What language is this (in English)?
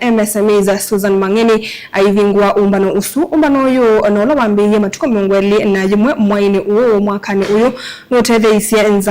Kamba